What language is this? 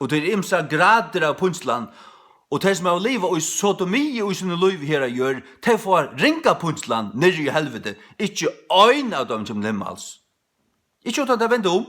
Faroese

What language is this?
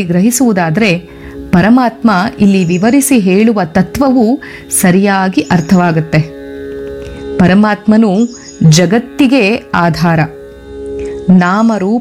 Kannada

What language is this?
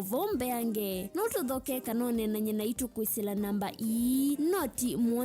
Kamba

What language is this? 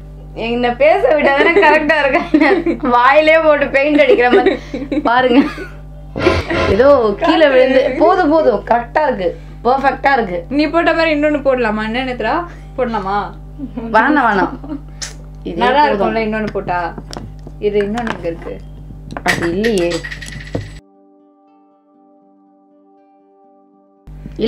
Tamil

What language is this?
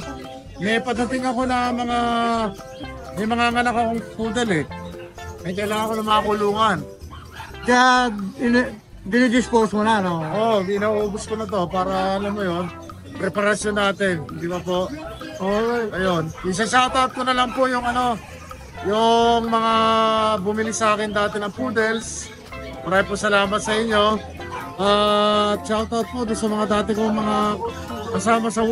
Filipino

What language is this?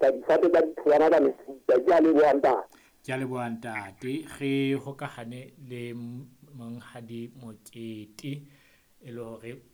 Southern Sotho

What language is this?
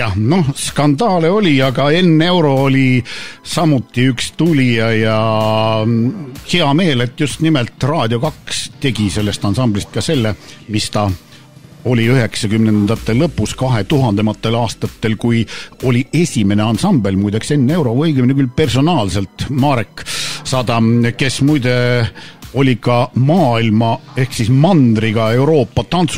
Estonian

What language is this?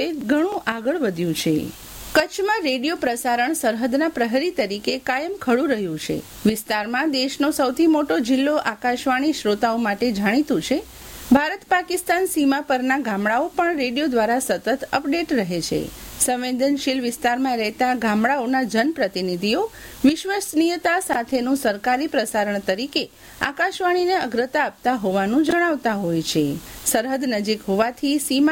Gujarati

